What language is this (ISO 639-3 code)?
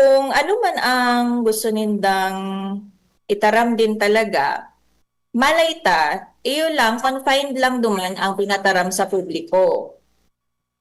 bik